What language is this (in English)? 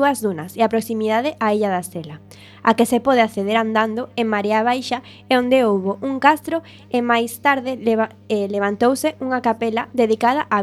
Galician